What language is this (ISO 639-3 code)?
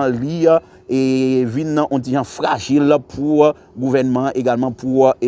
hat